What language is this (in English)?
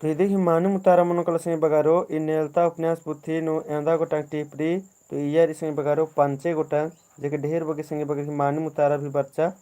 Kurukh